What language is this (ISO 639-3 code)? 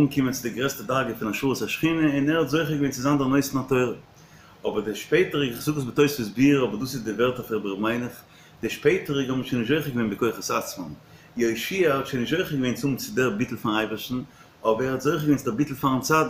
yid